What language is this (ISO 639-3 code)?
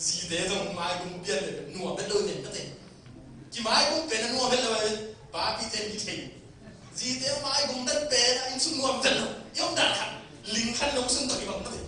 ctd